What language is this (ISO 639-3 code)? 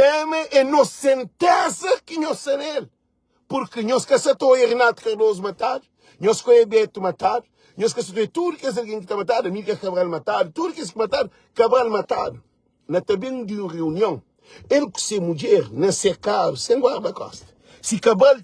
kea